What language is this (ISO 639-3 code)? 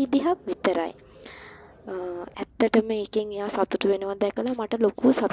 sin